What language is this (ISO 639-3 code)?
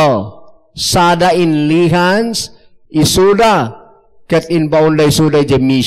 ilo